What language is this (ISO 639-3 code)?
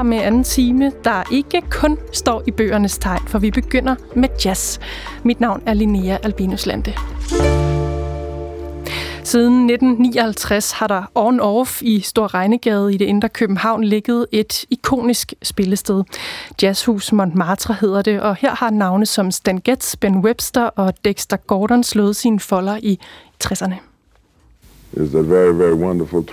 dan